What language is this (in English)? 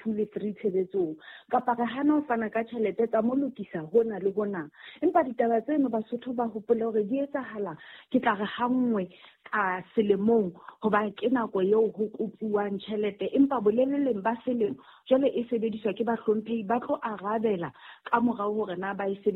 Southern Sotho